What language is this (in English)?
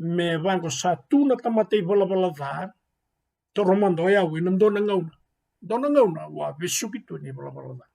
Fijian